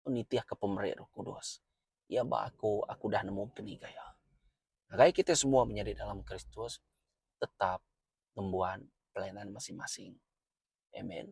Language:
Iban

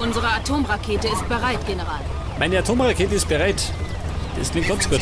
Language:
Bavarian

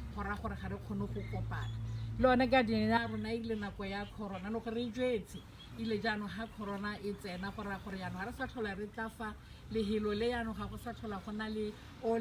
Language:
Tswana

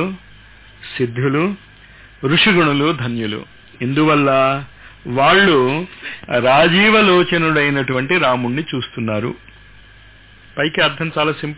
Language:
Telugu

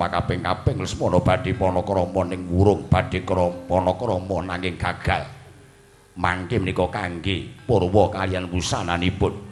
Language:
Javanese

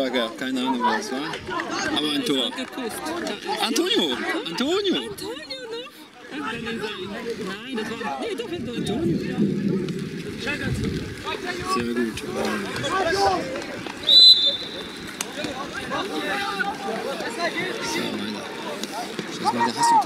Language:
German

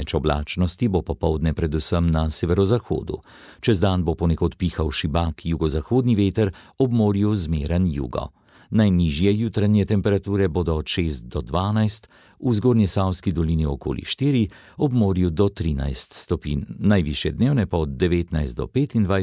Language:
Slovenian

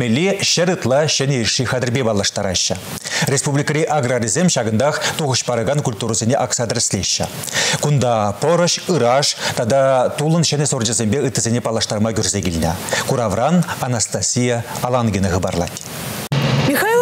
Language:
Chuvash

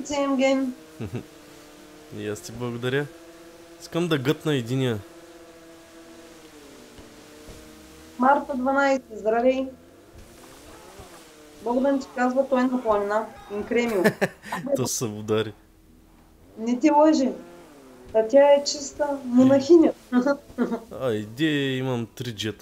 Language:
Bulgarian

